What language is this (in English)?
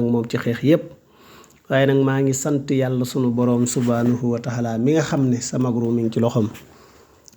Wolof